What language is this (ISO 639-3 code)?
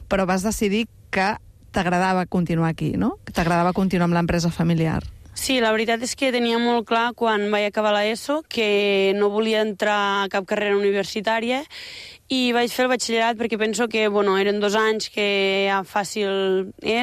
cat